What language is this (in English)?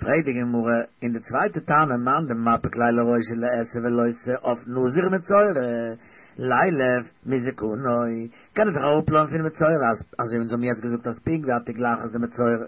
Yiddish